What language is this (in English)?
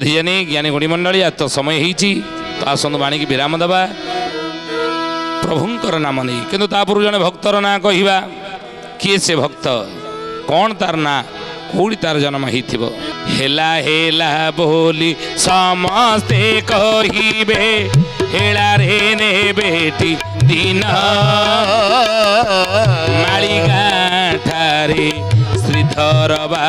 Odia